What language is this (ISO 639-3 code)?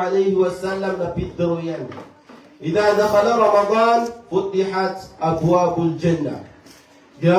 mrw